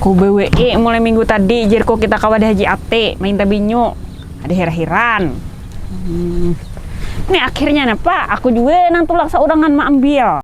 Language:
Banjar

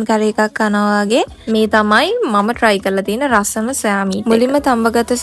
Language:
Sinhala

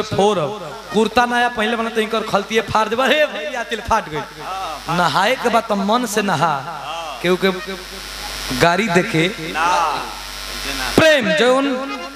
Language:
Bhojpuri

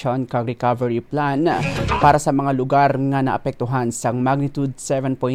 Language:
Hiligaynon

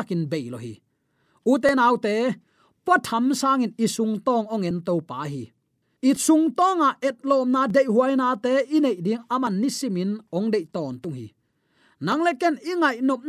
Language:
Tedim Chin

